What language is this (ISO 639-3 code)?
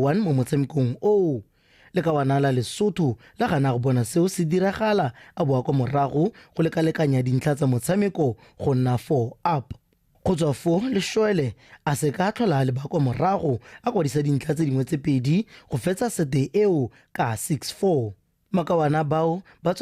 tsn